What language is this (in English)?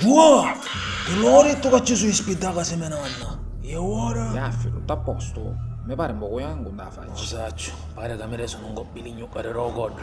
Sicilian